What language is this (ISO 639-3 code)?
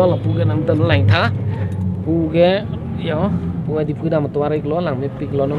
mjw